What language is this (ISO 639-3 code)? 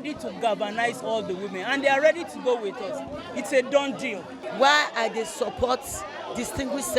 pcm